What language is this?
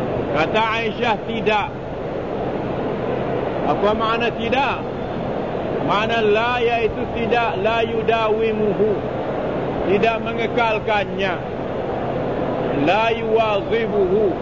Malay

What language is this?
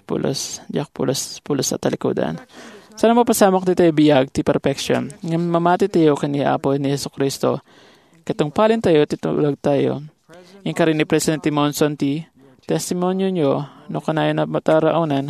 Iloko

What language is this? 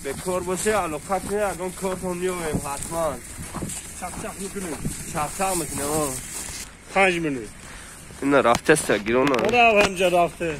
Tajik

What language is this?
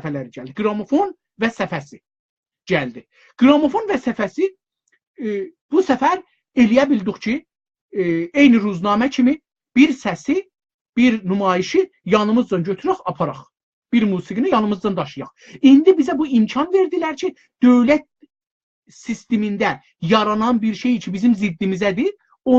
South Azerbaijani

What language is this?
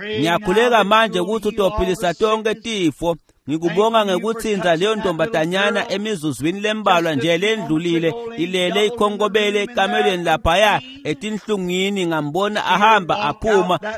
Swati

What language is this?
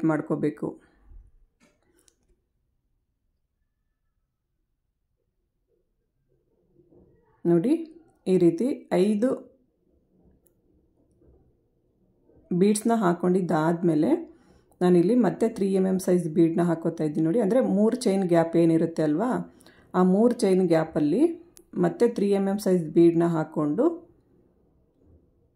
Kannada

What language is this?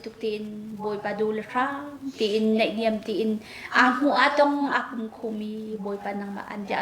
Hakha Chin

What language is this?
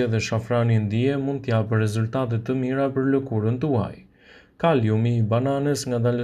Albanian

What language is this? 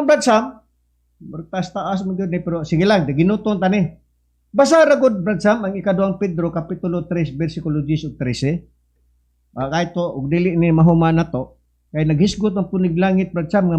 Cebuano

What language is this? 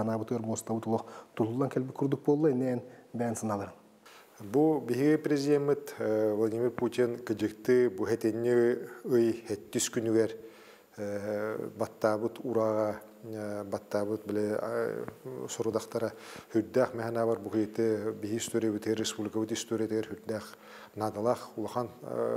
Yakut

